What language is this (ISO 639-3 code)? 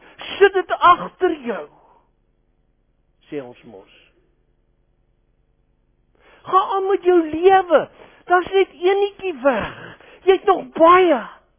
afr